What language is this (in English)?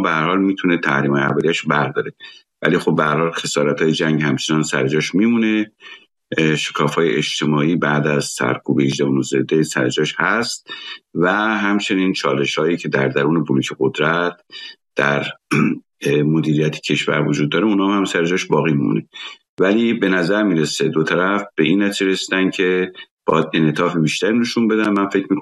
Persian